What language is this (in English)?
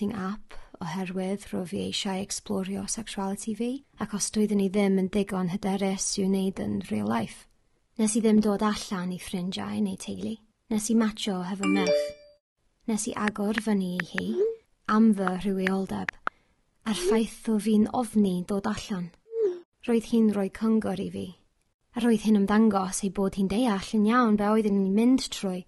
Welsh